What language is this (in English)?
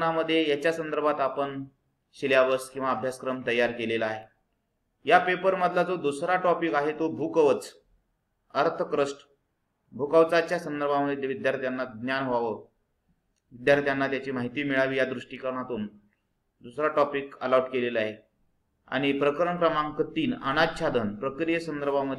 Marathi